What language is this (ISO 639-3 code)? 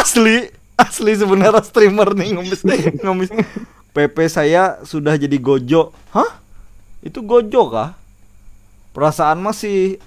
bjn